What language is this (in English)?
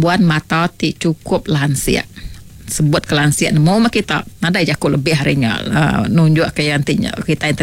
Iban